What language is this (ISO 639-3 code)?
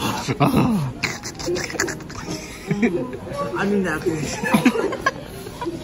eng